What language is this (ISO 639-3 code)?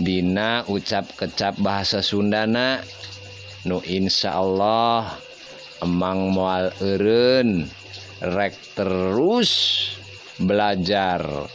sun